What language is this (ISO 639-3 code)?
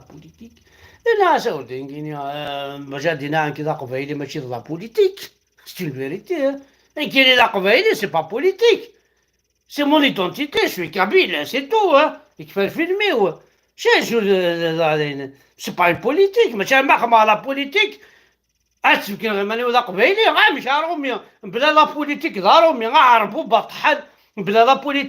kab